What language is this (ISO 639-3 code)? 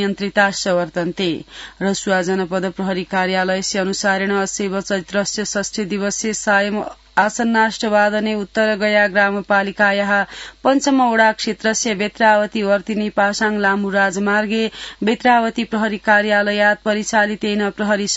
san